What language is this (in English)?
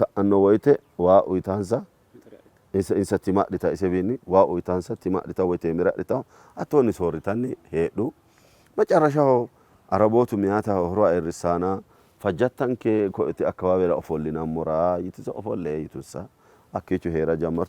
Sidamo